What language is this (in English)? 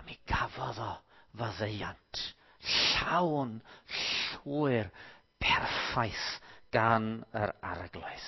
Welsh